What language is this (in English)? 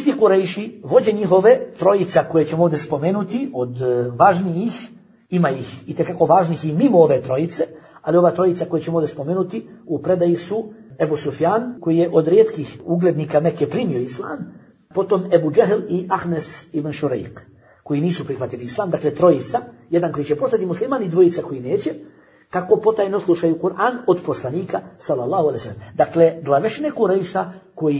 Bosnian